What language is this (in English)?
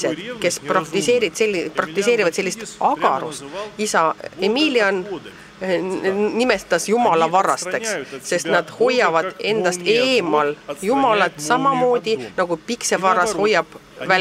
Estonian